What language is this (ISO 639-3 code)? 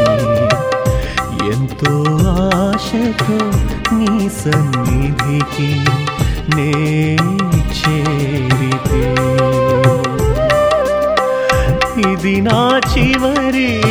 tel